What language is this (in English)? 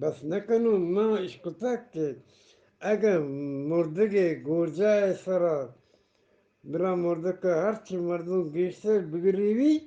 Eastern Balochi